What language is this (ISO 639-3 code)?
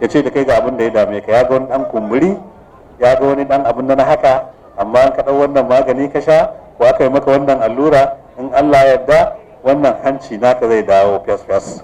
hau